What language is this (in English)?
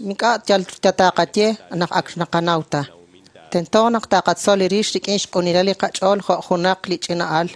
Kekchí